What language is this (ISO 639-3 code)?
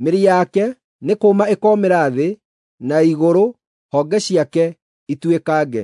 kik